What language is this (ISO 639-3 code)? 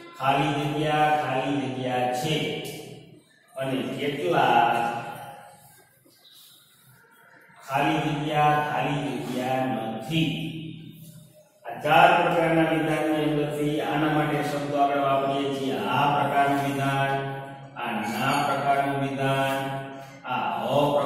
guj